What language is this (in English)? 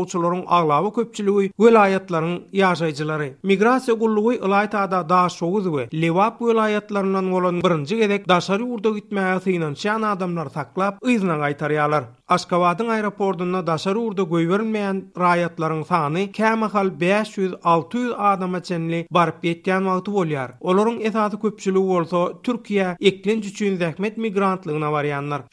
Turkmen